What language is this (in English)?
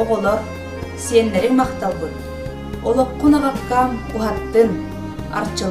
Yakut